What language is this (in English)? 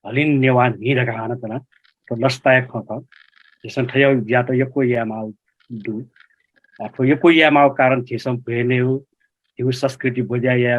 Newari